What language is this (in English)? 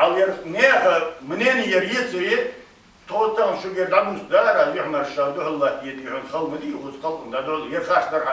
Ingush